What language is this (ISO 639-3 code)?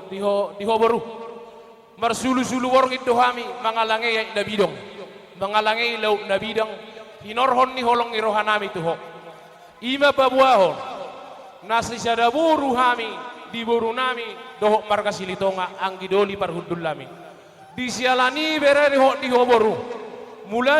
bbc